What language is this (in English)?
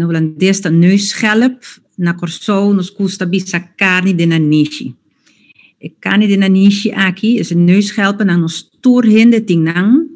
Papiamento